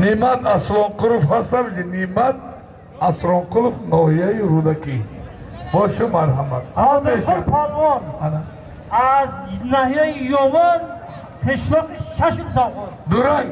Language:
Tajik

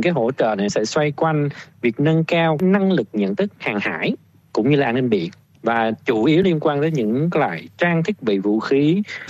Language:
Vietnamese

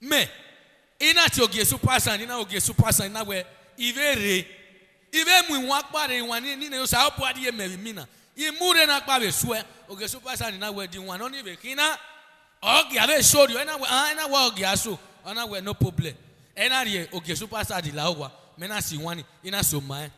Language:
Bini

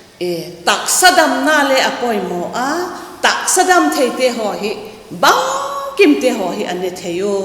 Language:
Vaiphei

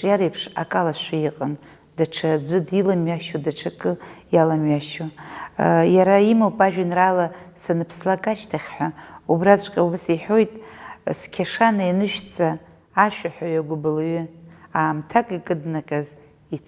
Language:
Abkhazian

